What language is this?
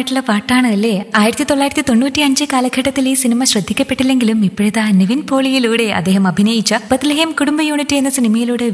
Malayalam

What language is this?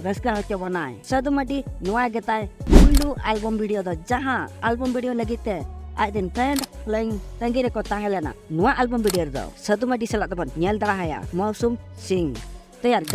Santali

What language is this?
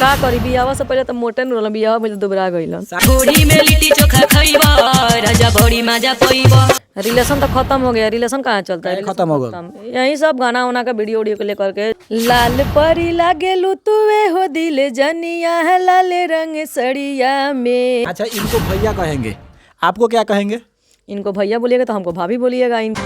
Bhojpuri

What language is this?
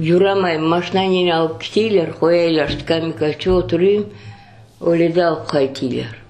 Crimean Tatar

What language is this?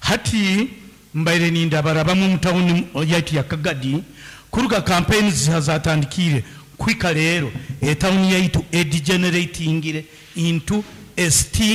Nyankole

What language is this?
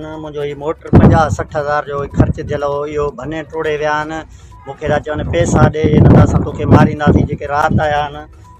Sindhi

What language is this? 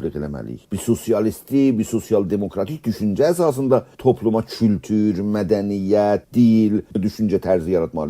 South Azerbaijani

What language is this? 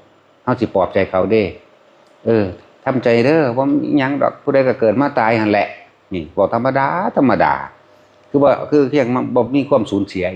Northeastern Thai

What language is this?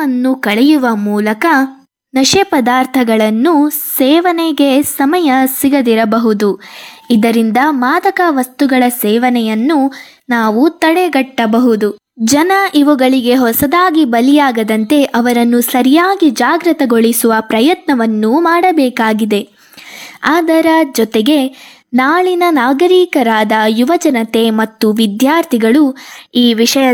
Kannada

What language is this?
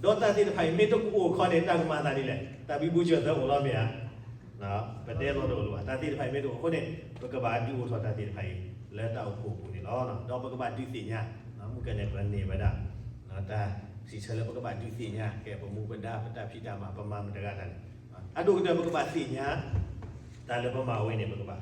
S'gaw Karen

